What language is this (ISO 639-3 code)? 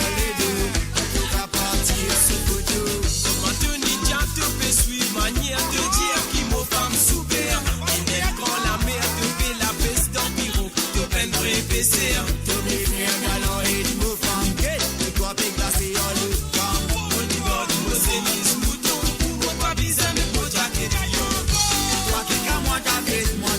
mfe